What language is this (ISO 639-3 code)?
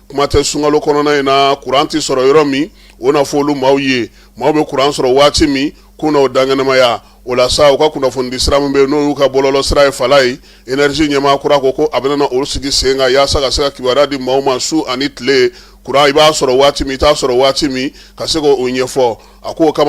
bam